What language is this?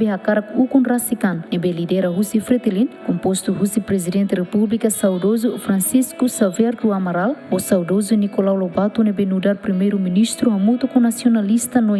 Tetum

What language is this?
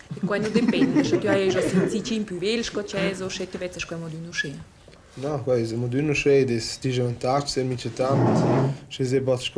Romansh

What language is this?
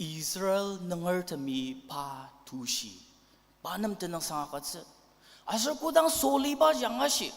Ao Naga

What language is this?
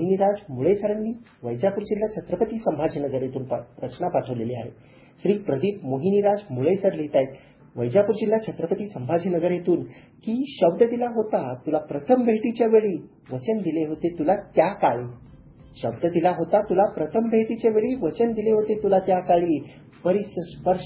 Marathi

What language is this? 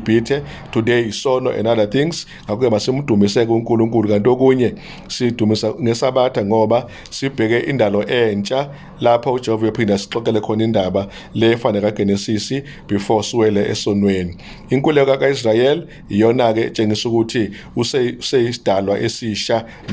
Zulu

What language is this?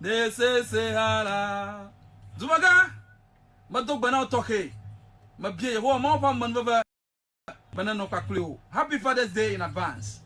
Ewe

